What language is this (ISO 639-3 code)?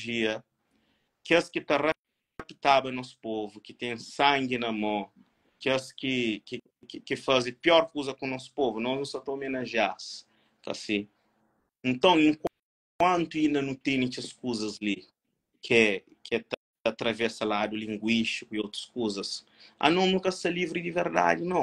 kea